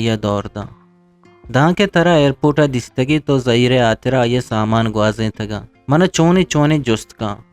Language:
Eastern Balochi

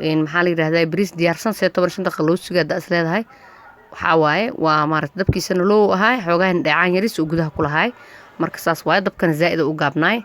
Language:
Somali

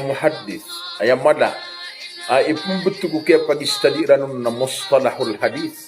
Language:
Maranao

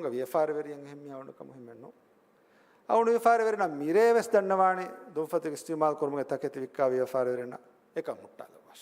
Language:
Divehi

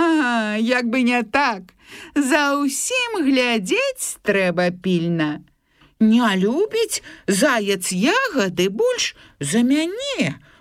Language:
Belarusian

